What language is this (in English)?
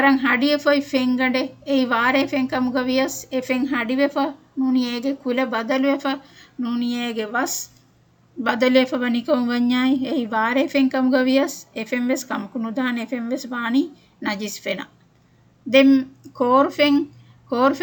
Divehi